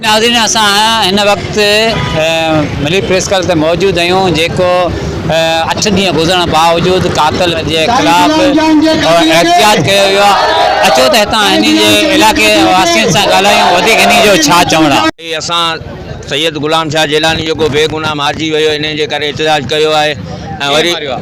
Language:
Sindhi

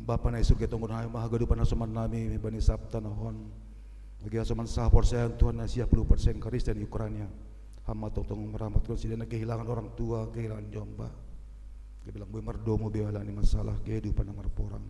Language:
Batak Simalungun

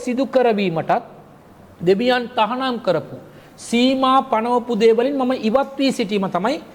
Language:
Sinhala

